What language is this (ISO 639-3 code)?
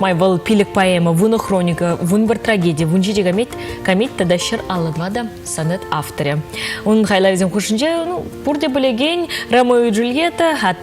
chv